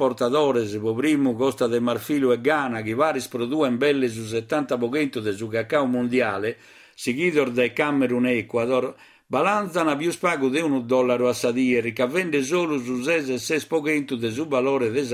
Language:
Sardinian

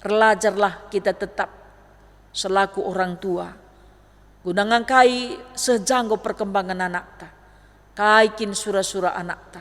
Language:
Batak Karo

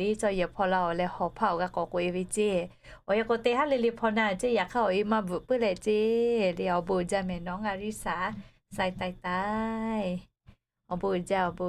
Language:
Lahu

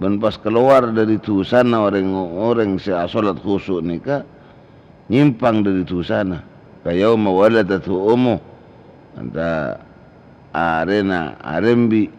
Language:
Madurese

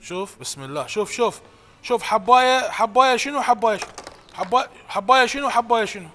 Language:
Mesopotamian Arabic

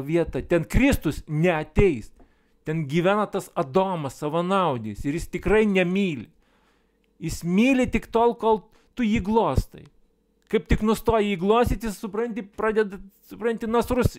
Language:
Lithuanian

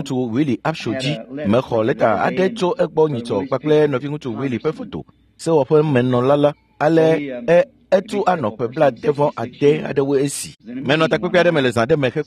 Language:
Ewe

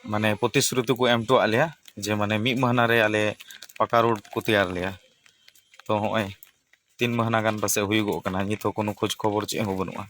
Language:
Santali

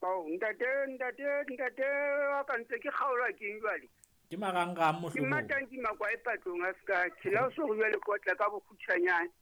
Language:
Southern Sotho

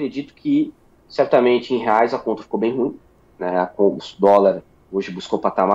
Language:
Portuguese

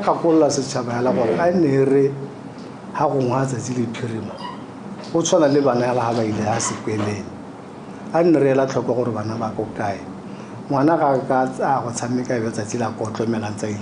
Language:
Tswana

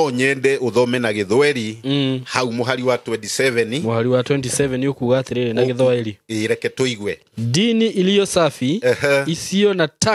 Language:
Kikuyu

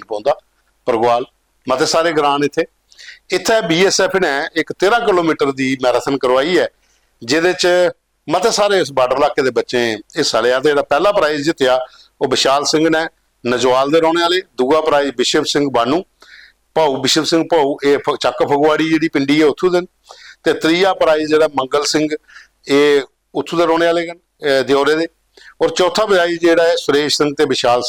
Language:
Dogri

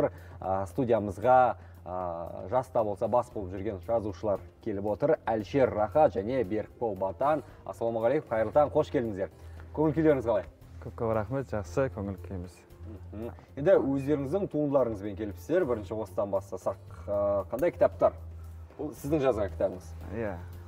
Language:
Kazakh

